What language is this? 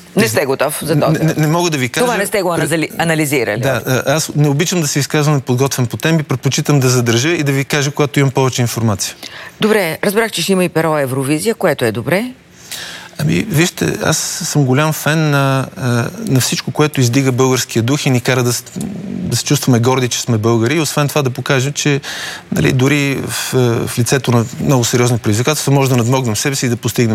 Bulgarian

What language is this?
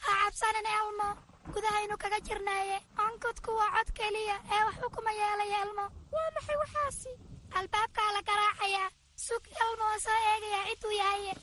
Somali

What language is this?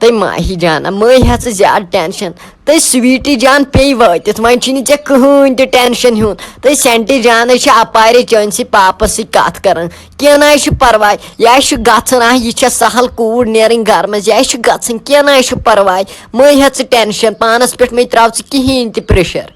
Kashmiri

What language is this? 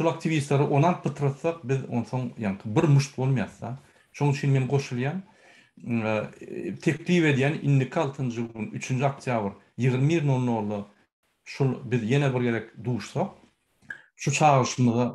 Turkmen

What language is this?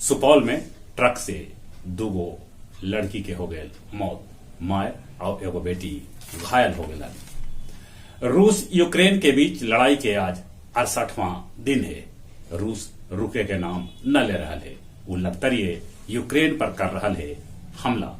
Magahi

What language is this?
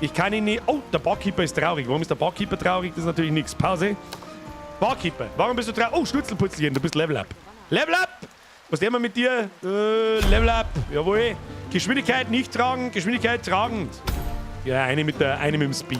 Bavarian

